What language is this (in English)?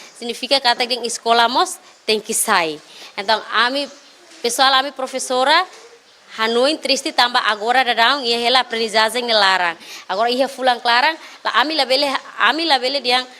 Tetum